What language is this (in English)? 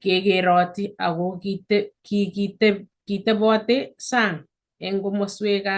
Kalenjin